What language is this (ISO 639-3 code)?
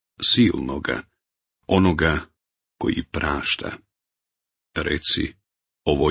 bos